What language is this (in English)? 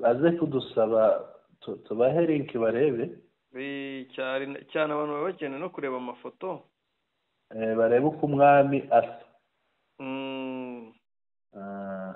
Kinyarwanda